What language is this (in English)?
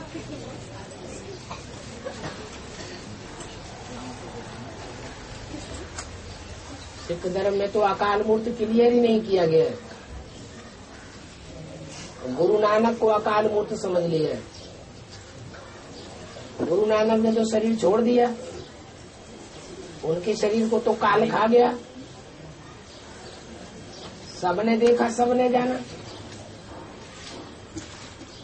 Hindi